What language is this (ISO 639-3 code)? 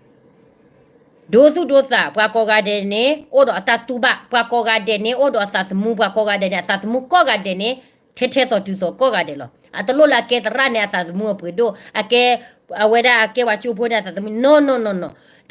ksw